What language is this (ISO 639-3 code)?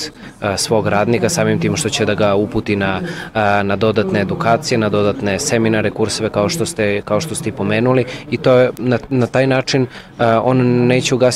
srp